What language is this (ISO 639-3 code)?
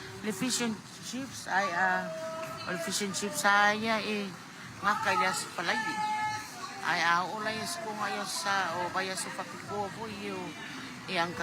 smo